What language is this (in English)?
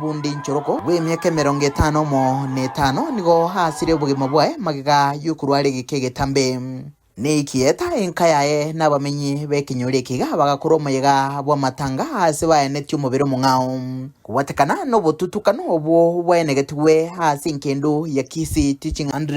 Gusii